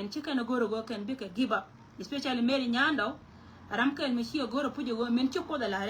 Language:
Nuer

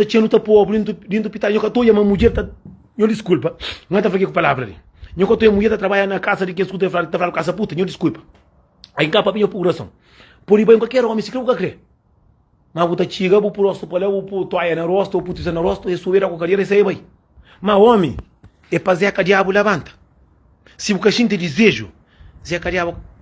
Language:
Kabuverdianu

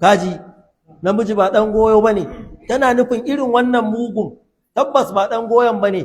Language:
Hausa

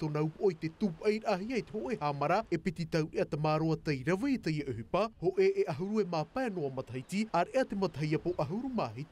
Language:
Tahitian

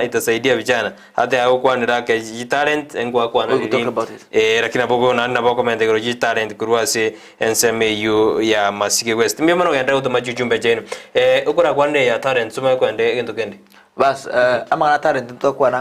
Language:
Gusii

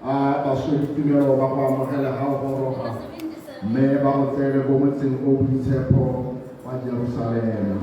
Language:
Tswana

